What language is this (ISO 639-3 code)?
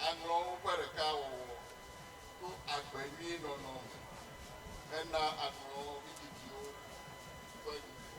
ewe